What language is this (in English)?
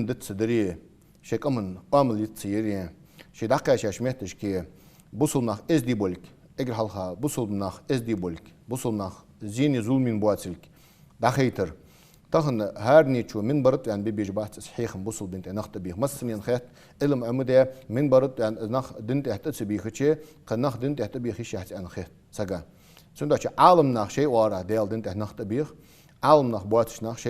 Ingush